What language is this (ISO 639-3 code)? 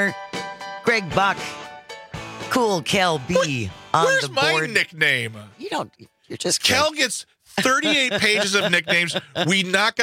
eng